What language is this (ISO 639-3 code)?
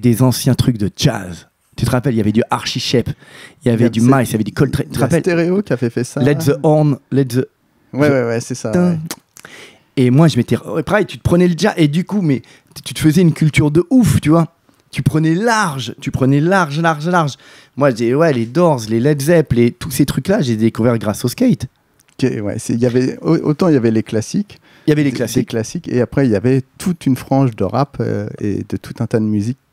fra